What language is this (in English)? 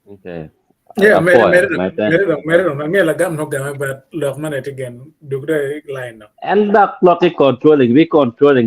Acoli